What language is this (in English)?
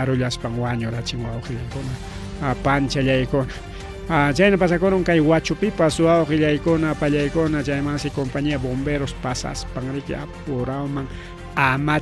Ayacucho Quechua